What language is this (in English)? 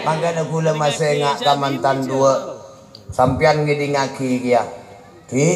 Madurese